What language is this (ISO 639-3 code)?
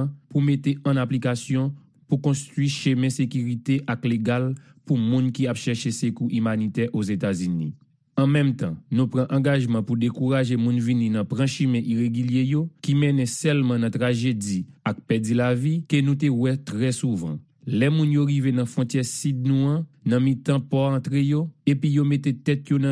hat